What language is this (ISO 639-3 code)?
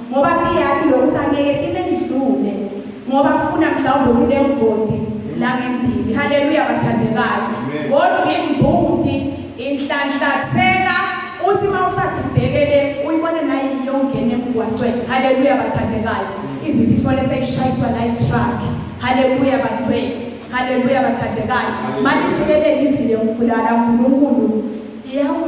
zul